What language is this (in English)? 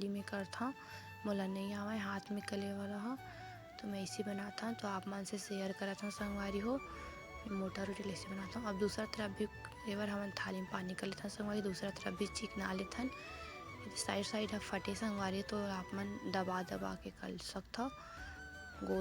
Chhattisgarhi